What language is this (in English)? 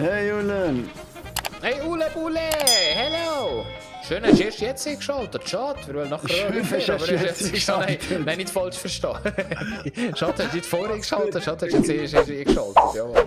Swiss German